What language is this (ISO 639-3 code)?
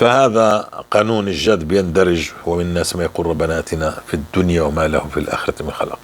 apc